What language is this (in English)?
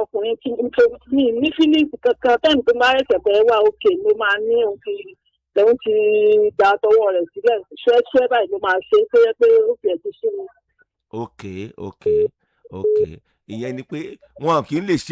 Yoruba